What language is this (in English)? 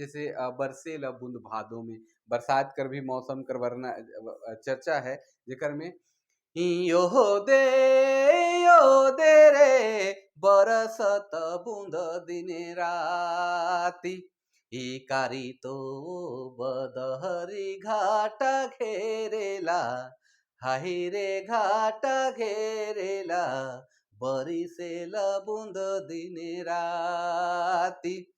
Sadri